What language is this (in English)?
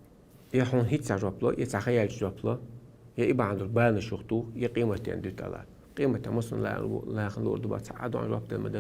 Chechen